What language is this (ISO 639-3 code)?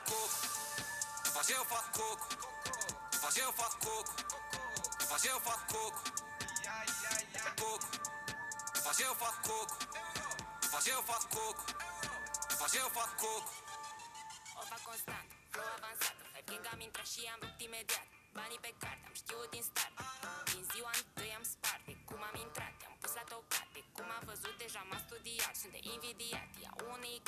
ron